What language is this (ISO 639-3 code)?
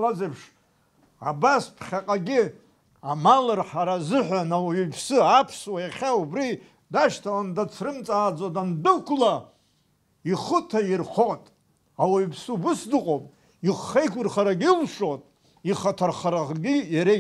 abk